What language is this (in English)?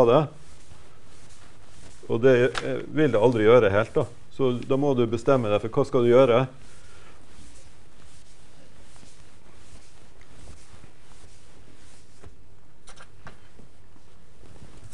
Norwegian